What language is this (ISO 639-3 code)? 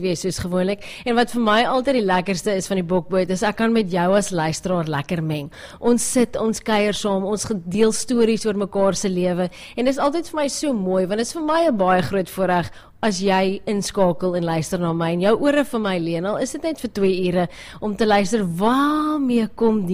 afr